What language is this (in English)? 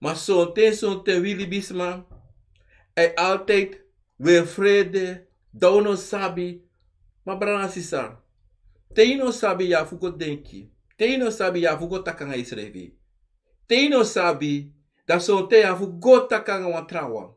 Sranan Tongo